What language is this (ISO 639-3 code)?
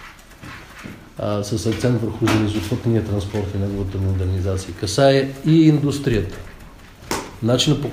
bul